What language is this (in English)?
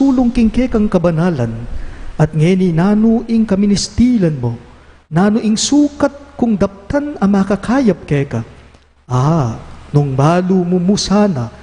Pampanga